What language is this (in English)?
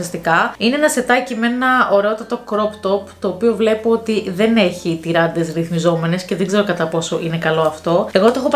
Greek